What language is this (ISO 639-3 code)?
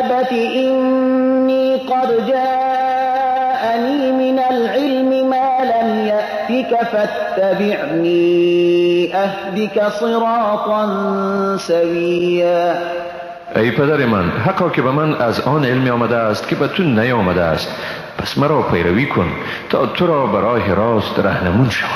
fas